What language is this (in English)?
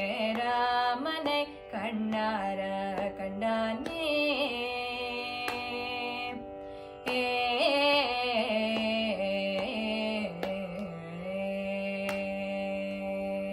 Tamil